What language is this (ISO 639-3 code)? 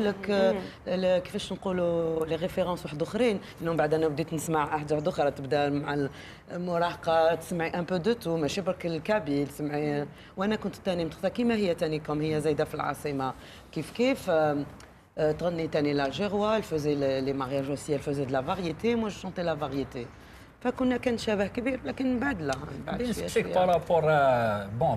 arq